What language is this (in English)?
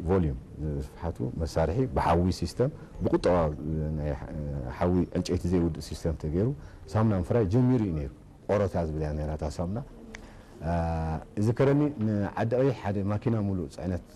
Tigrinya